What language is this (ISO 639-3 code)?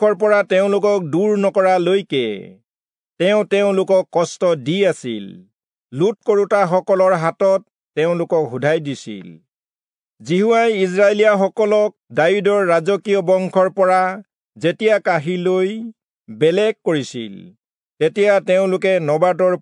asm